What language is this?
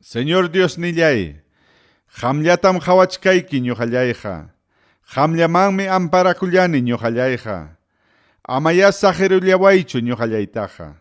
Ayacucho Quechua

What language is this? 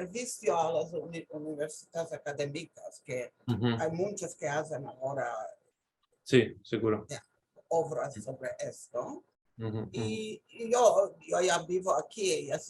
Ladino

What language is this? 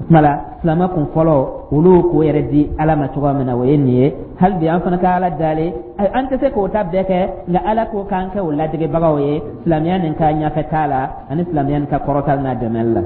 Dyula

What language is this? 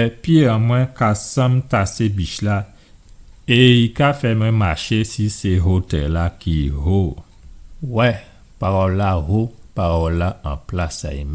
Guadeloupean Creole French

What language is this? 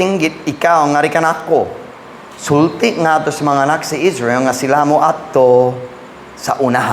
Cebuano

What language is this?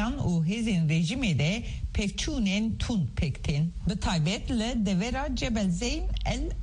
Kurdish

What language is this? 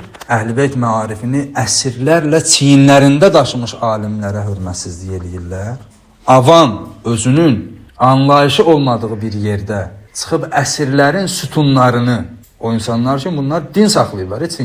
Azerbaijani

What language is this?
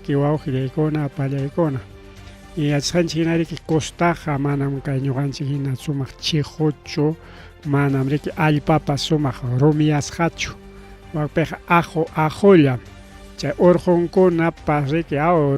Ayacucho Quechua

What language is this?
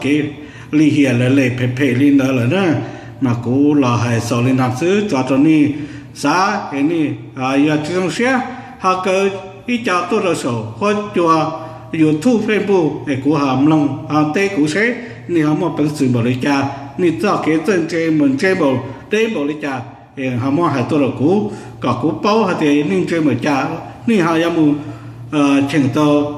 Hmong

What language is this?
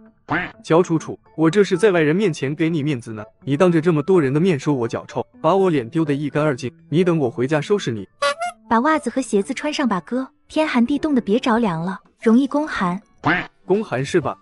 Chinese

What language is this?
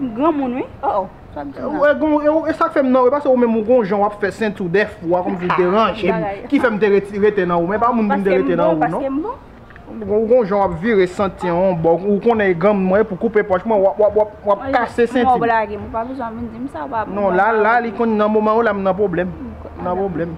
Haitian Creole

